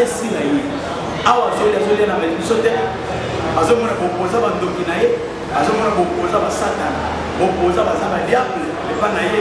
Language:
Lingala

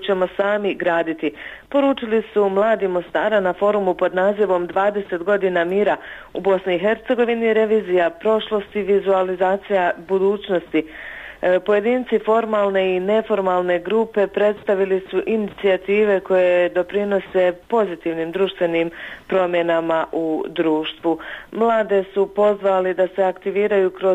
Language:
Bosnian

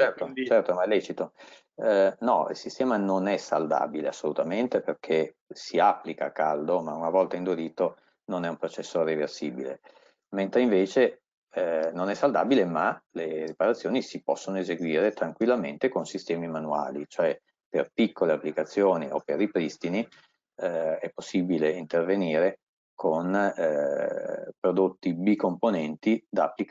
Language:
Italian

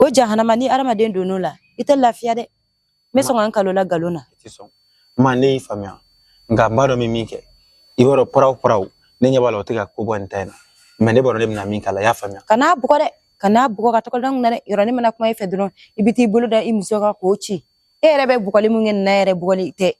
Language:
Bambara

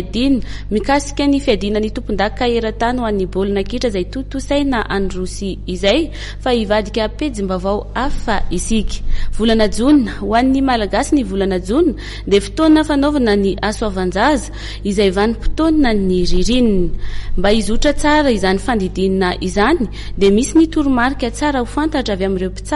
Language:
Malagasy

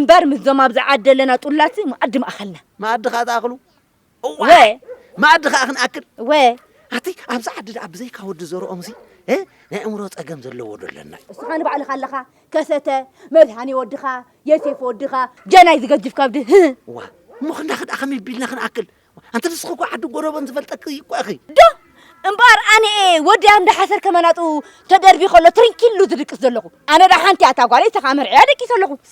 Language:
Tigrinya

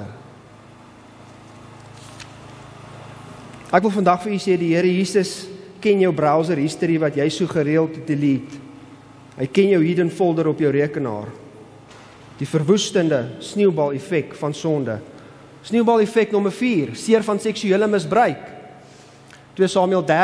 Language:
Afrikaans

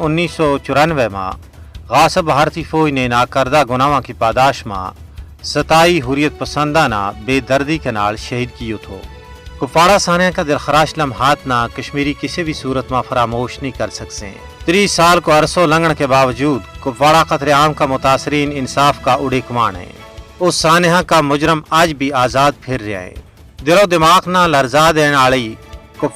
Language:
Gujari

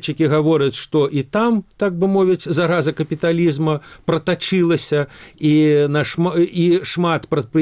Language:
Belarusian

